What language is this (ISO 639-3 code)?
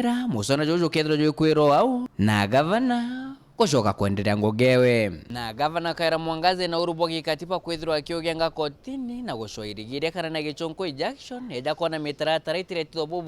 mer